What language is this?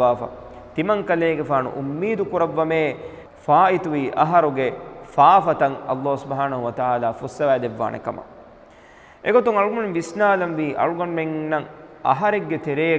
Divehi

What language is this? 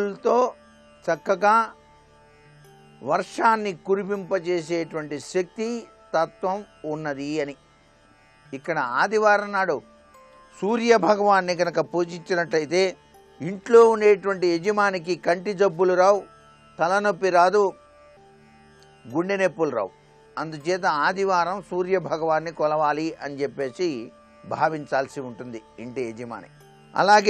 Telugu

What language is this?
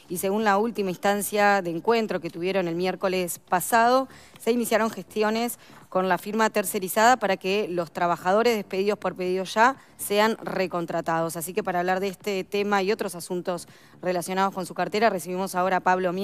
Spanish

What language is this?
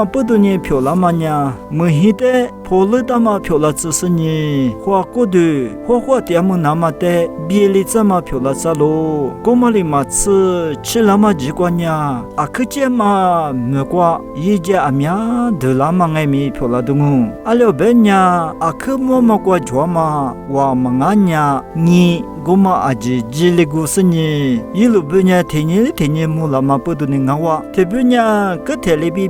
Lisu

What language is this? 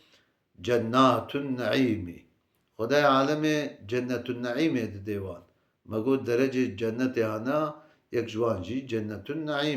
Kurdish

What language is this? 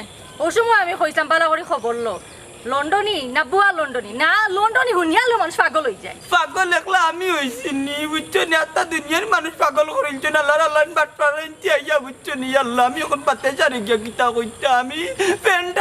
Sylheti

